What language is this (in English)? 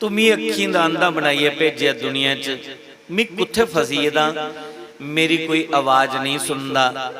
Dogri